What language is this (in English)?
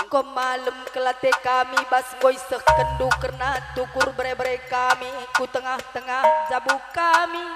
Batak Karo